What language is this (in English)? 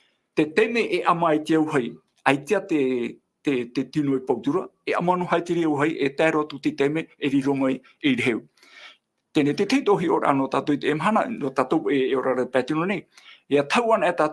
Tahitian